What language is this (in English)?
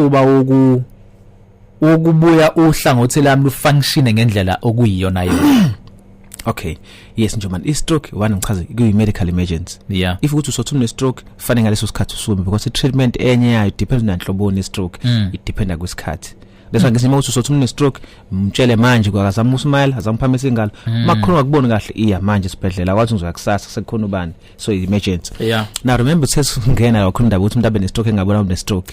Zulu